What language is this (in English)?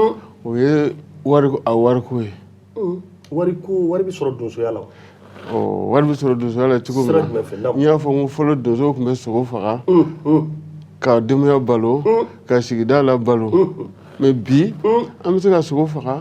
Bambara